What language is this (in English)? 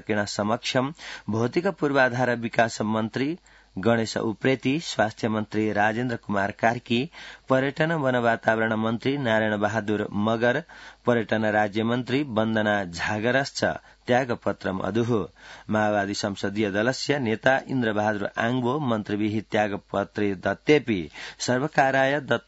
Sanskrit